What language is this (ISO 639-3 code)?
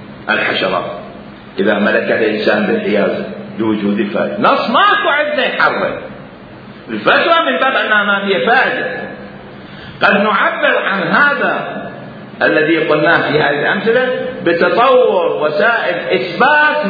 acm